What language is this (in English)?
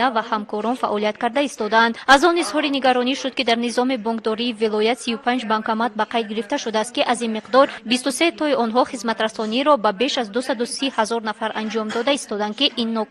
Tajik